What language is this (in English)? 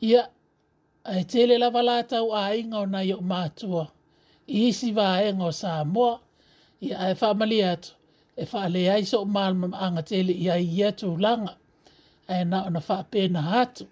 Samoan